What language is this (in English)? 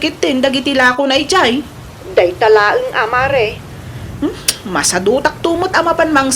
Iloko